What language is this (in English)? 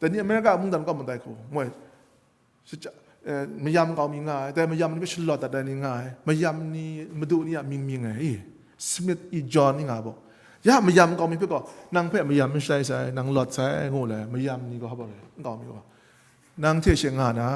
Kachin